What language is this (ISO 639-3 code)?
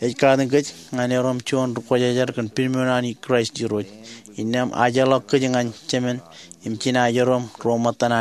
mah